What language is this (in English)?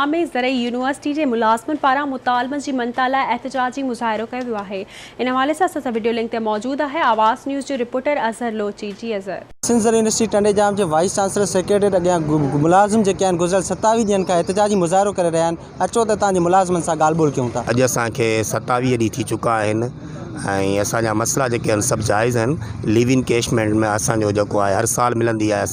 Sindhi